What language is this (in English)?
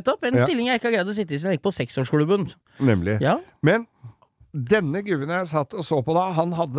Norwegian